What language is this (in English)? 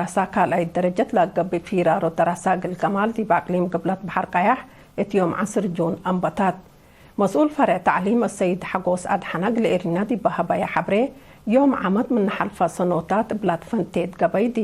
Tigre